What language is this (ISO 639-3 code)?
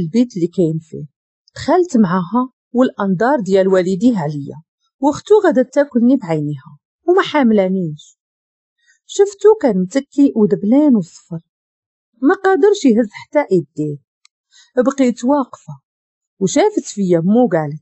ary